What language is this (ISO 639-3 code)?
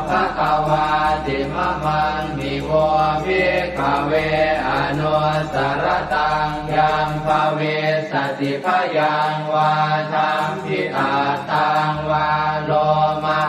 pli